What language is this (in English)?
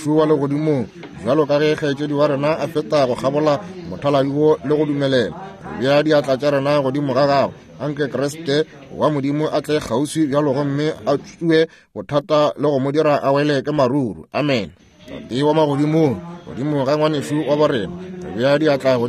Northern Sotho